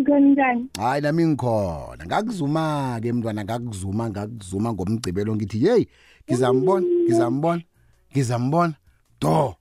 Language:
South Ndebele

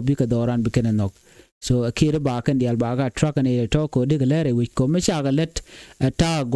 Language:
Nuer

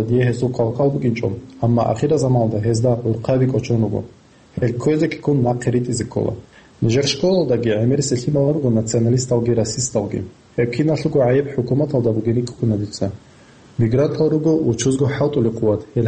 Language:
Avaric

